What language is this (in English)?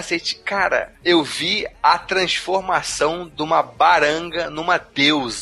Portuguese